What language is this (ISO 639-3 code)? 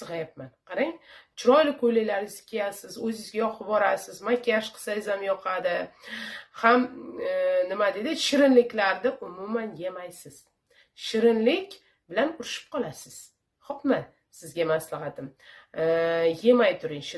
uzb